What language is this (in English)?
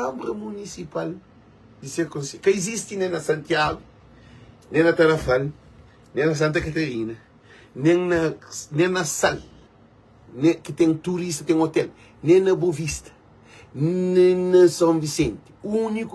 Kabuverdianu